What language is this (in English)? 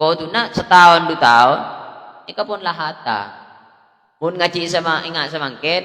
Madurese